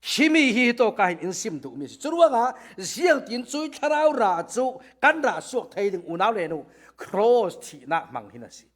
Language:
Falam Chin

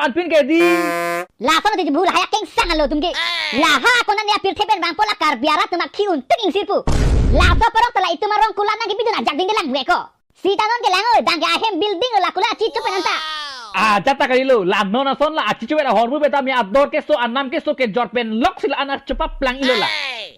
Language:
Karbi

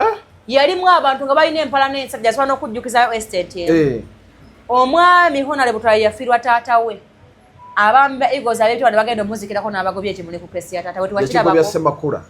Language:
Ganda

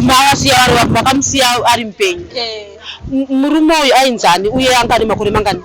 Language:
Shona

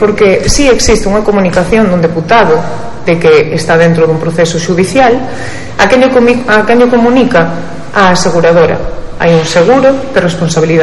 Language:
Galician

